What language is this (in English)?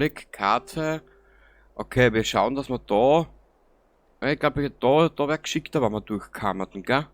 Bavarian